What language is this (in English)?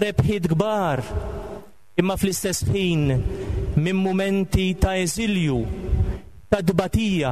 Maltese